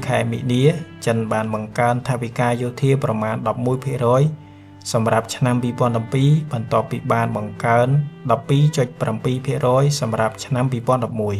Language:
Khmer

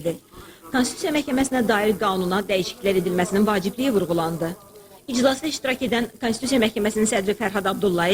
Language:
Azerbaijani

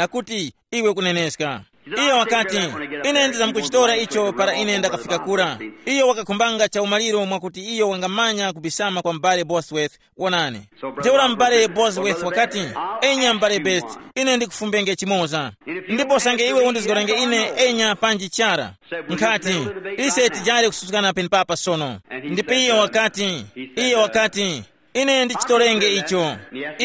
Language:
Tumbuka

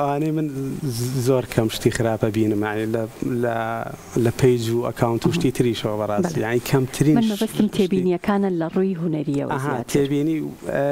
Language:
Central Kurdish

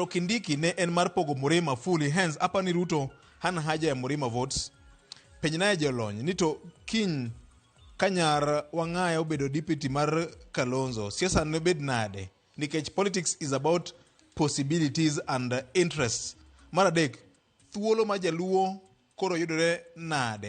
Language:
Luo (Kenya and Tanzania)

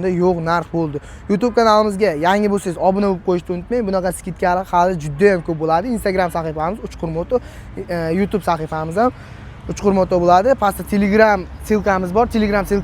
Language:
Uzbek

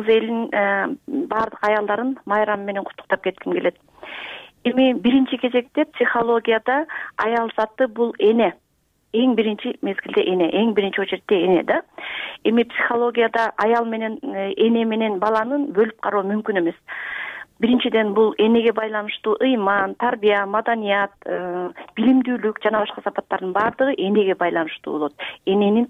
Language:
Kyrgyz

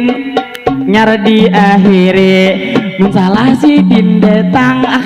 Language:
Banjar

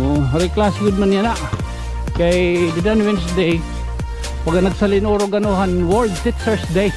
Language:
Waray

